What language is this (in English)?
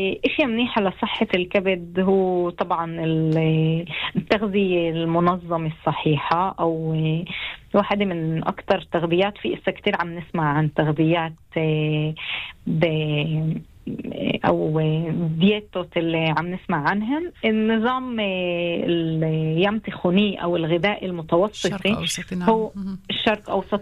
North Levantine Arabic